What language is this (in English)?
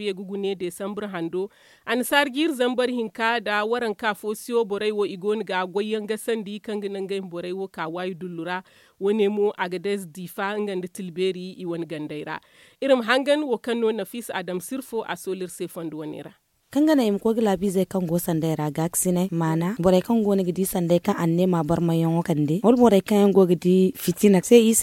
Zarma